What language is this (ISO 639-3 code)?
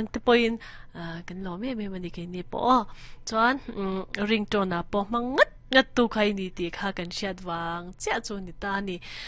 lus